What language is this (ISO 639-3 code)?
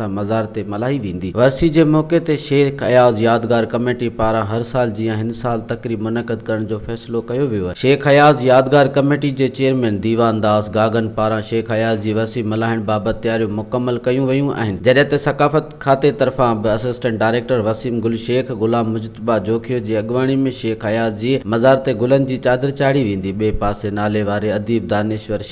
snd